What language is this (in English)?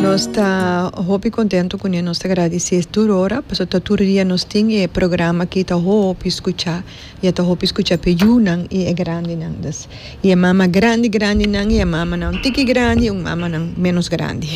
Papiamento